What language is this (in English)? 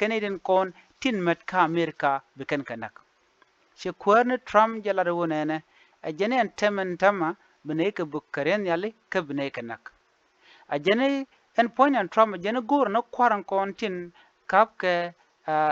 Nuer